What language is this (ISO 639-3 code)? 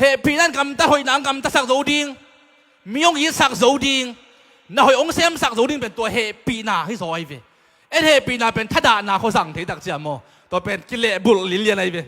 ctd